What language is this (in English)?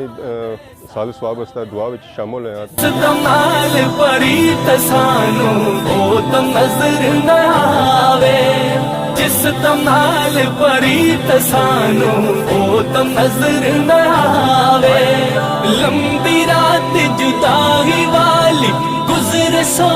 Pahari-Potwari